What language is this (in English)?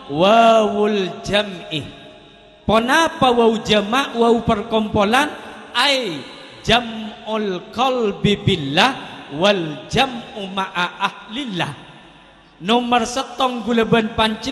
Madurese